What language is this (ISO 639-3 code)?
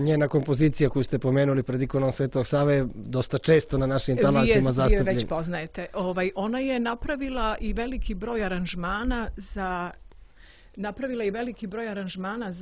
srp